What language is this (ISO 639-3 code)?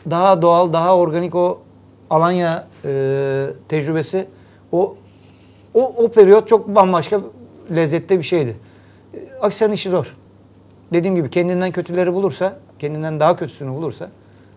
tur